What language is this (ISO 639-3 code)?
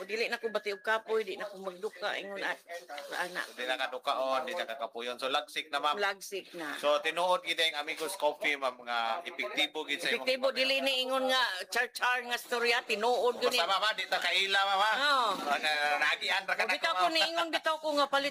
ceb